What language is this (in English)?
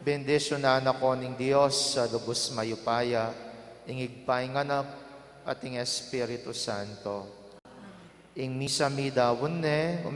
Pampanga